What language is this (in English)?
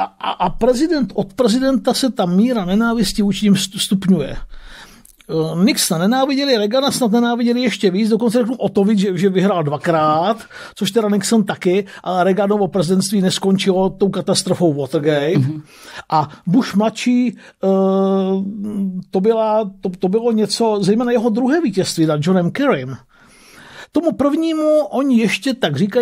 Czech